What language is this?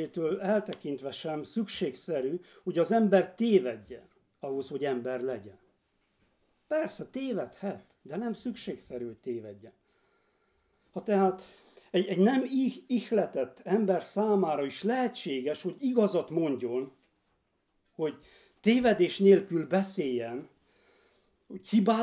Hungarian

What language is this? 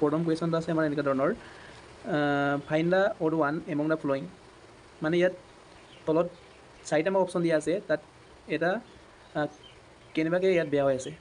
Assamese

